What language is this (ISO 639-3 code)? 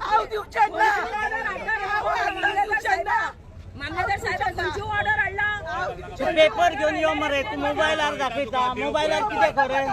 kok